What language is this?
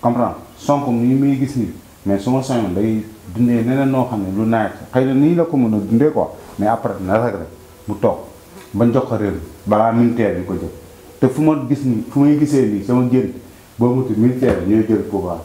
Wolof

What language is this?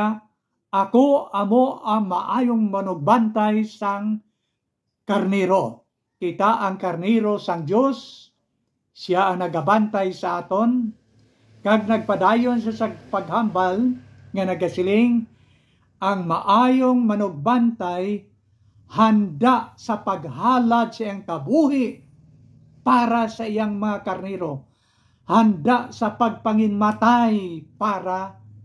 Hiligaynon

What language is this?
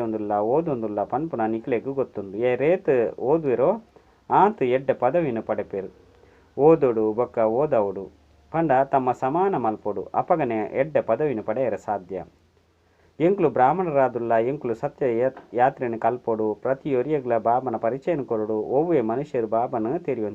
Tulu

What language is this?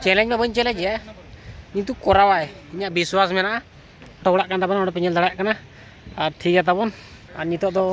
Santali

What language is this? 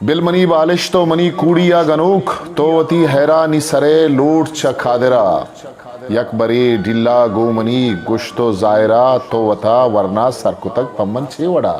Eastern Balochi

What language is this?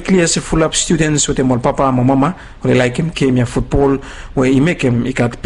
Bislama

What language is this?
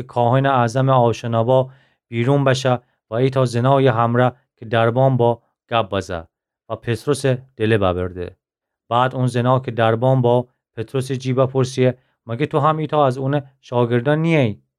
Gilaki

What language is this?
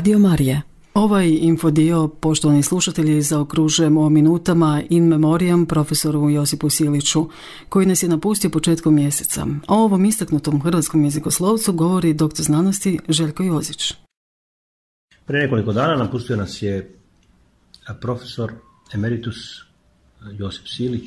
Croatian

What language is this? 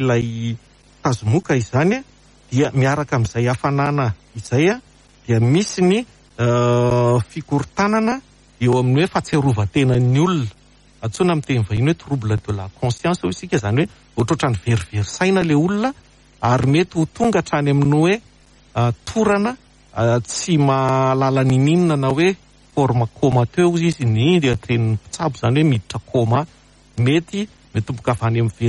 Malagasy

